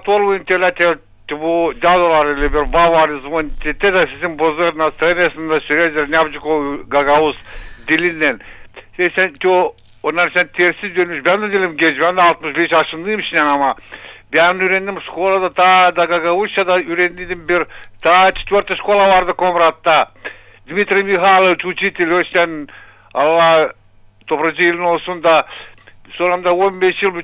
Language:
Gagauz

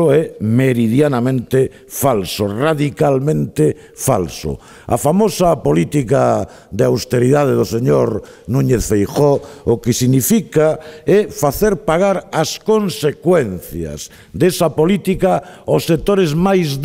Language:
Galician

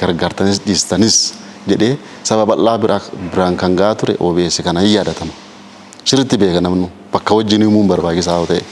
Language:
Oromo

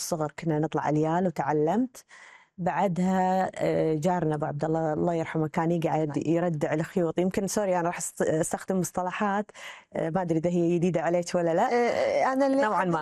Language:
Gulf Arabic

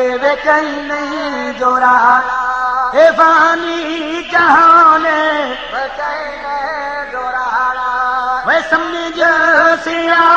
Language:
Saraiki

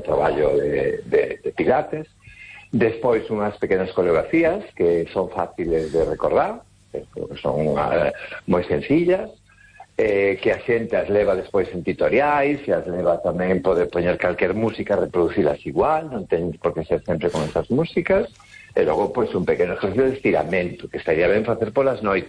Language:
Galician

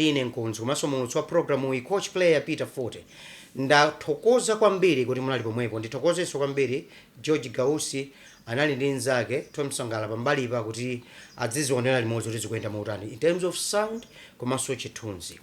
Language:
Nyanja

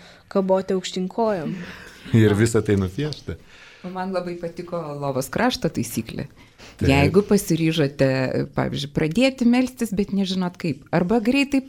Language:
Lithuanian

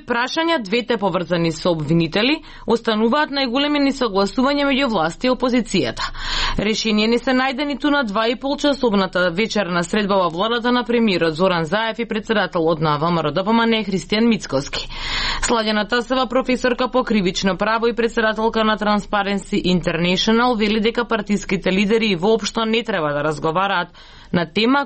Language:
Macedonian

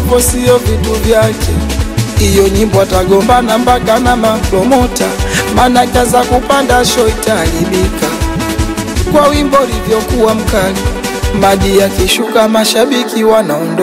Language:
Swahili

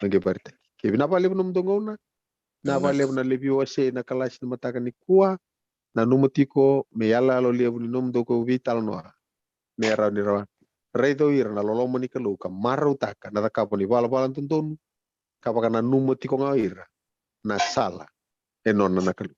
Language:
Fijian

